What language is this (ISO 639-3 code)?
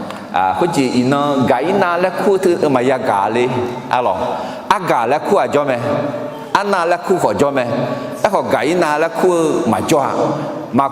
ahk